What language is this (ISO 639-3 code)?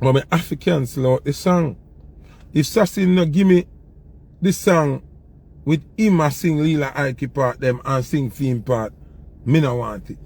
jam